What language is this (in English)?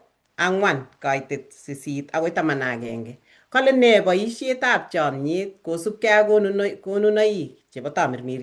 Kalenjin